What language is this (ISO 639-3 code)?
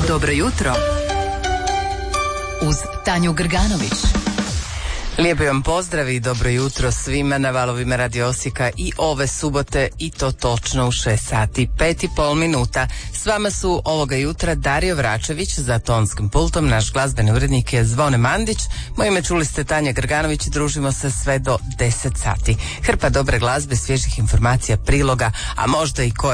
hrv